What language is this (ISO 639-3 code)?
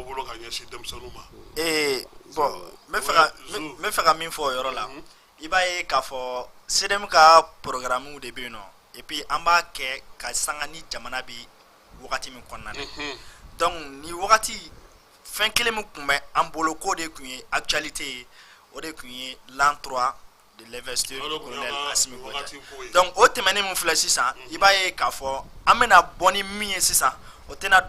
bam